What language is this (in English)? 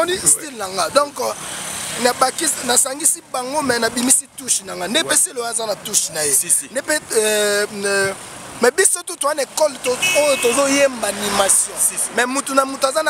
Lingala